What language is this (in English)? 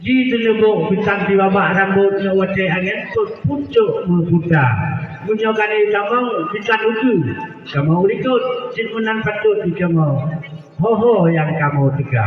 Achinese